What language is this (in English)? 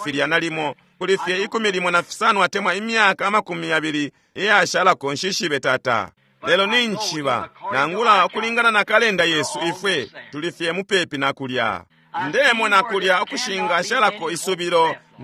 Bemba